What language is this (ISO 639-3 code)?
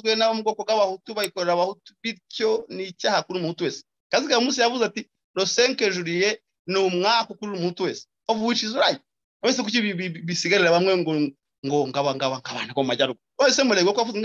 kin